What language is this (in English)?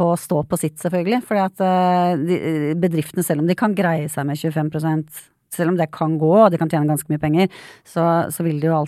Norwegian